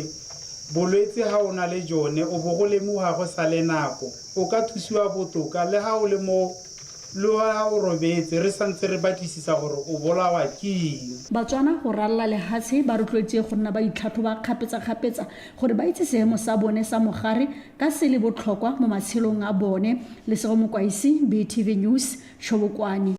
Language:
Tswana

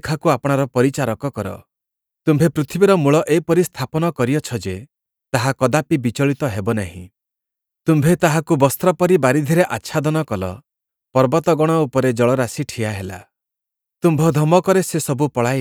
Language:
Odia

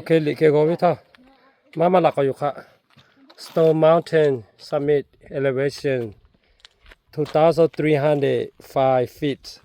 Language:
Lahu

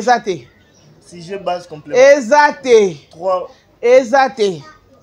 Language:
Lingala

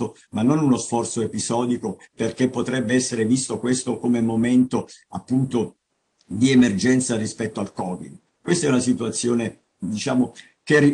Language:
Italian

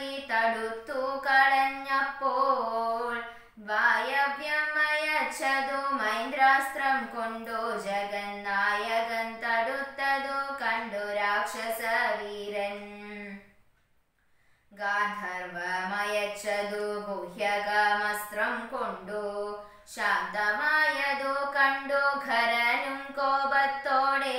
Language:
Malayalam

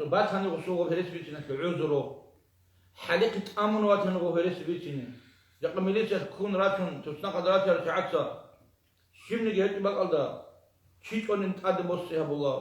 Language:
Avaric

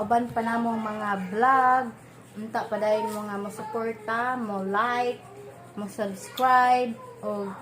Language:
Cebuano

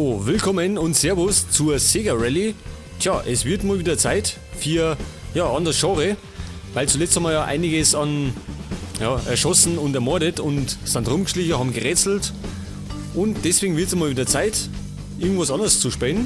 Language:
Bavarian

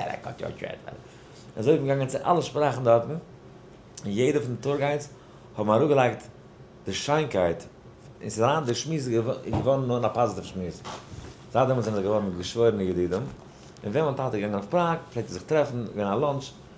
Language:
Yiddish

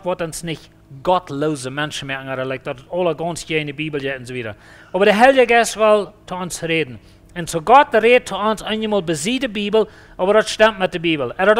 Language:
Plautdietsch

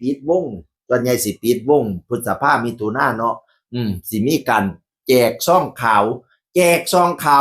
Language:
Northeastern Thai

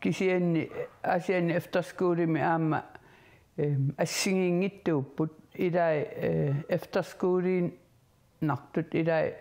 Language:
Kalaallisut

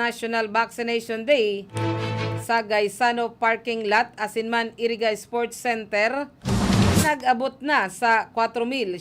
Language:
Bikol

